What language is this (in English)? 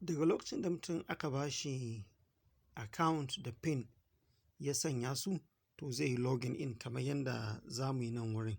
Hausa